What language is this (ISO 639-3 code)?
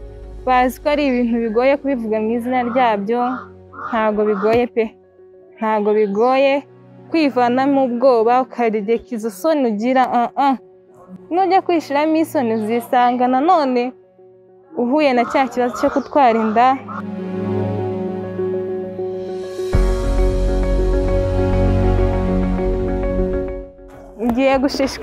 kin